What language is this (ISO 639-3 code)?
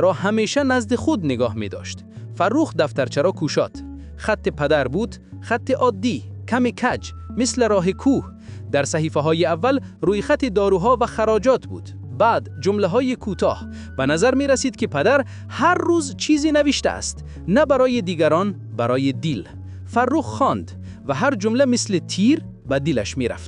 tgk